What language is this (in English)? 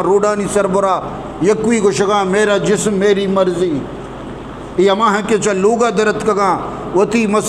Eastern Balochi